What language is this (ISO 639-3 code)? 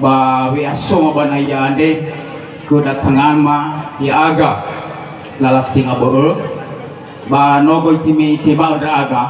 nia